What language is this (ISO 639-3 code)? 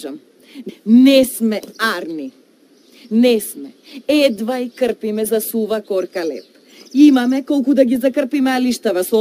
mkd